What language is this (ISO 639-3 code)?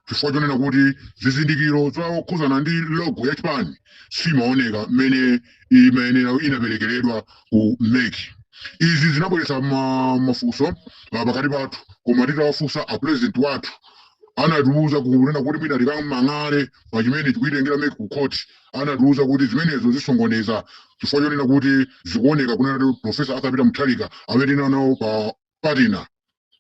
nya